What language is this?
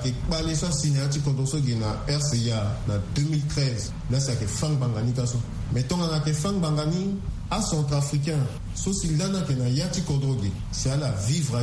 Sango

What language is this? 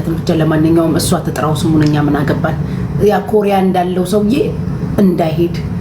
Amharic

